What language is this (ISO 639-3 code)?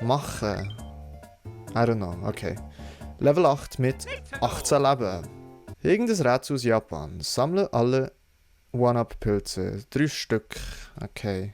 gsw